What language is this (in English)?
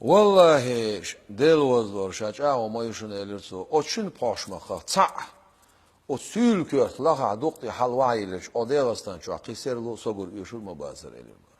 Chechen